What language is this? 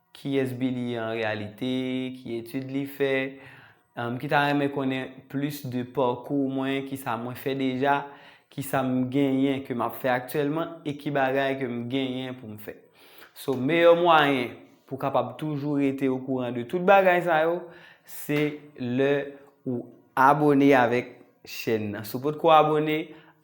Haitian Creole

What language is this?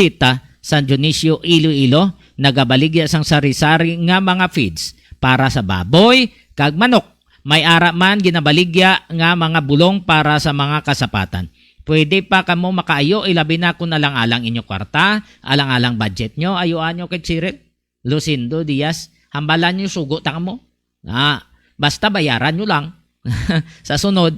Hiligaynon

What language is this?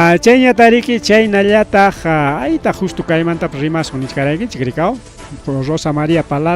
Ayacucho Quechua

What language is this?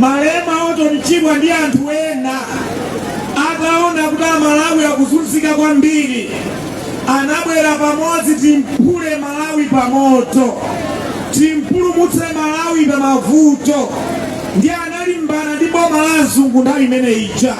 Nyanja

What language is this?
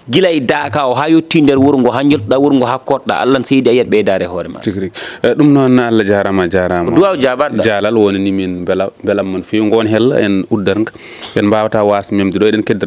Fula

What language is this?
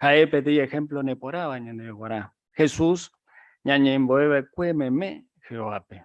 Guarani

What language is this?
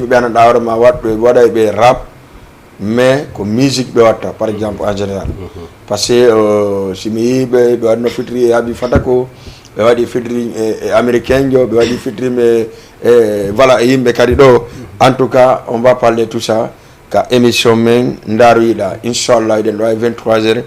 Fula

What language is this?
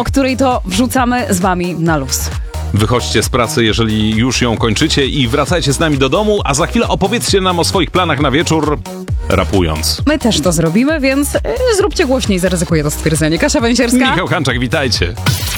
Polish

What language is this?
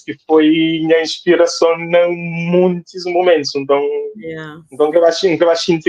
Kabuverdianu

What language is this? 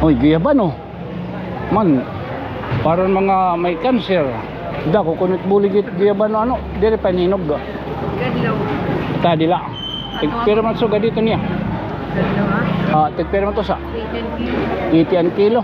Waray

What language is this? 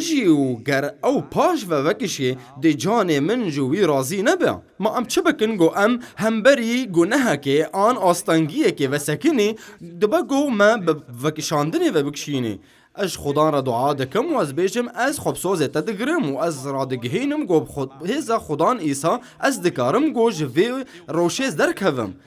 Kurdish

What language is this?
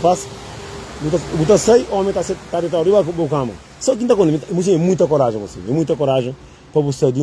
Kabuverdianu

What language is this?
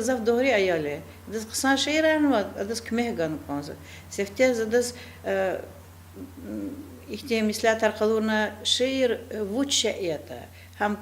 Lezghian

